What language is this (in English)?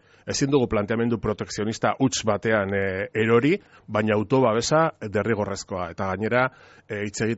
Basque